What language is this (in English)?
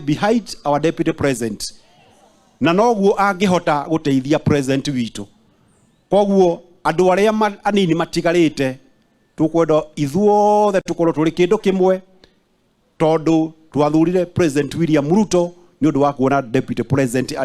Kikuyu